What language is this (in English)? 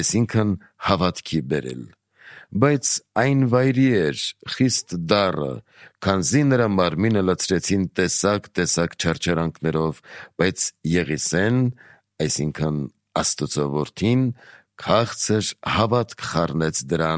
Armenian